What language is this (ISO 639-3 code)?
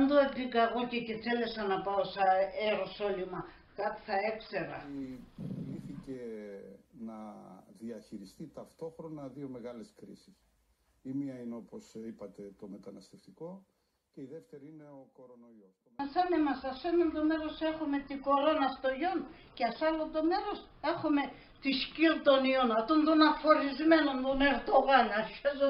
pnt